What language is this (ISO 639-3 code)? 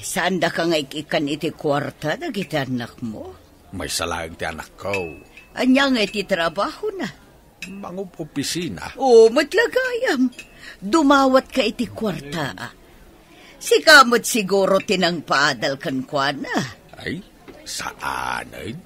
ilo